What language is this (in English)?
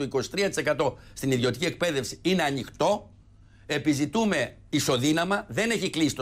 Greek